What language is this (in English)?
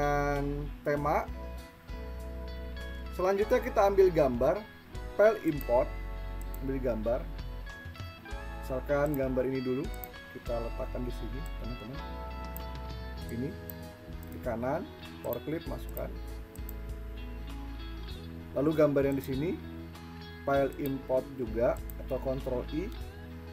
Indonesian